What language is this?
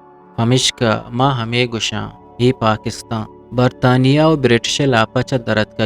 Eastern Balochi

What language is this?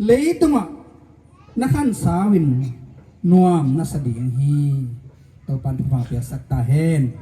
Tedim Chin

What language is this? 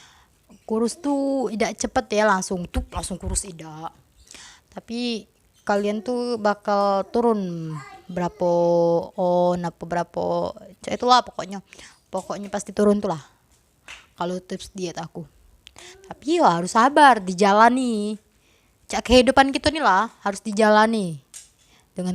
Musi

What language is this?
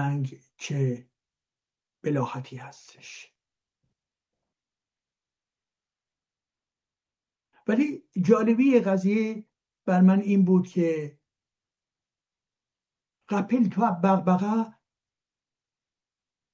Persian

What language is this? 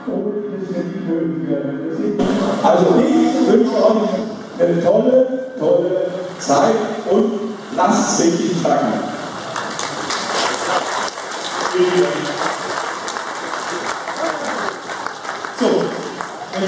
German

